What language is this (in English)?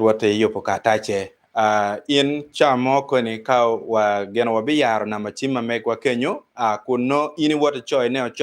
Acoli